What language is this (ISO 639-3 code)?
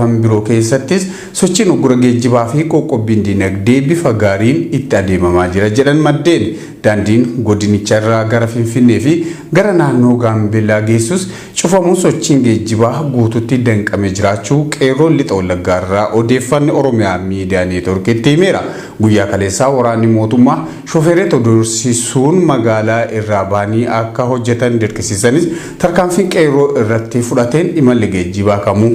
orm